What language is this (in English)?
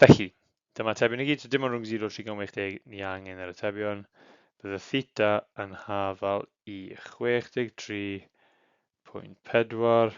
Welsh